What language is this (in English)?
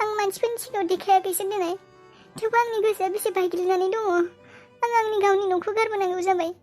Bodo